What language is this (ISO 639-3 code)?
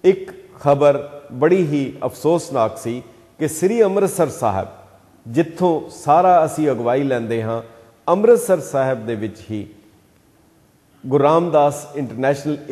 pan